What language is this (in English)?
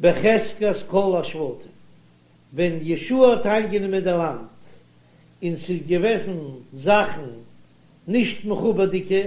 Yiddish